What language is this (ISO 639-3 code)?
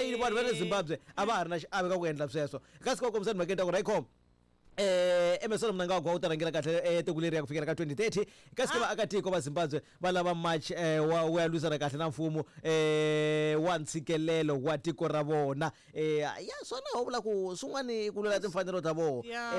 tso